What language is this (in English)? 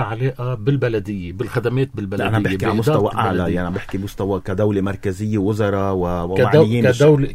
North Levantine Arabic